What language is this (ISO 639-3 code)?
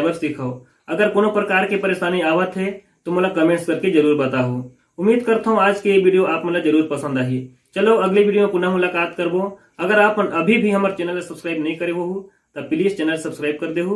hne